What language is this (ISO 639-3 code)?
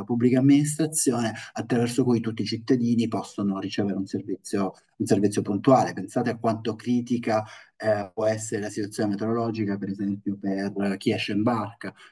ita